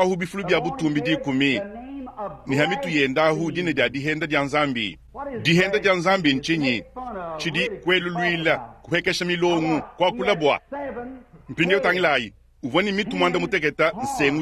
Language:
Luba-Lulua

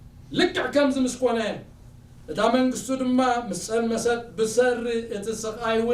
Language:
Tigrinya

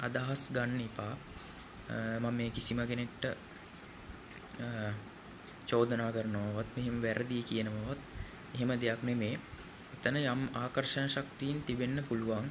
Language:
Sinhala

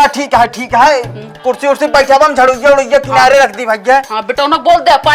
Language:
Awadhi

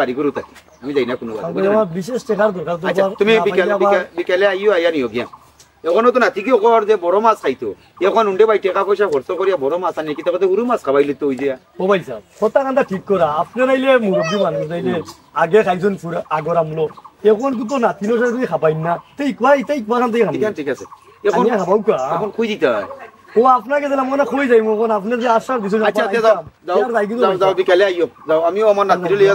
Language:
Sylheti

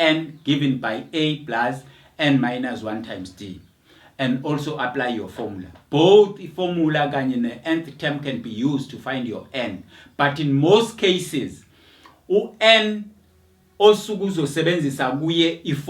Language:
Zulu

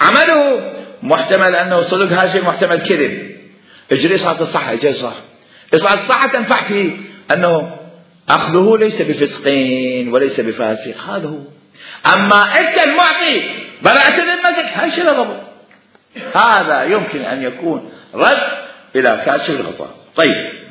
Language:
Mesopotamian Arabic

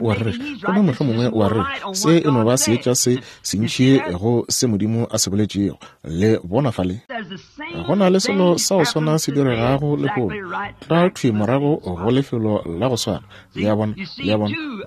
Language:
Northern Sotho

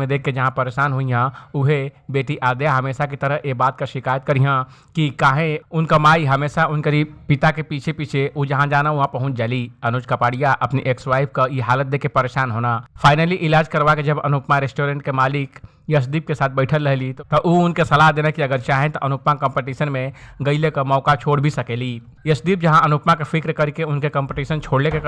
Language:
Bhojpuri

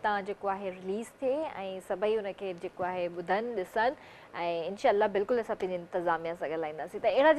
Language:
Sindhi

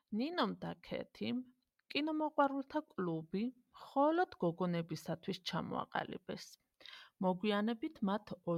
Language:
Georgian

